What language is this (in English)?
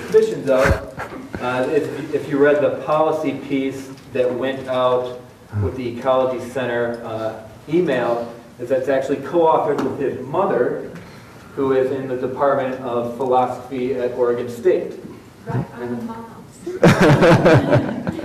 English